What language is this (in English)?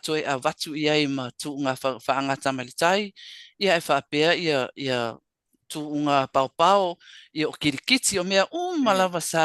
Samoan